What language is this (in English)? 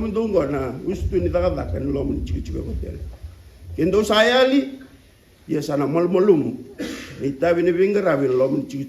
Fijian